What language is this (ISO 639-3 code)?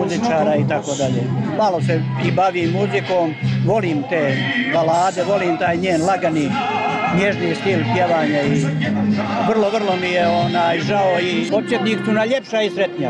bos